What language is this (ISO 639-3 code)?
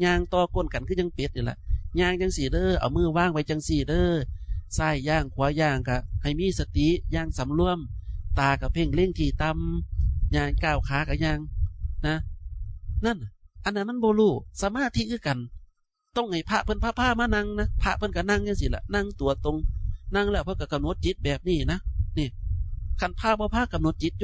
tts